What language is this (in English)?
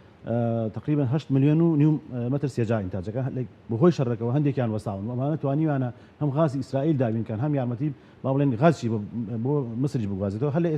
Central Kurdish